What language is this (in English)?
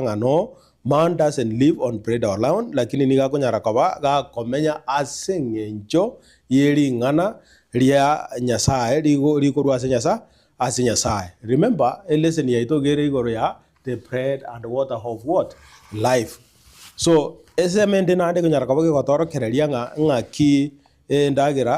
Gusii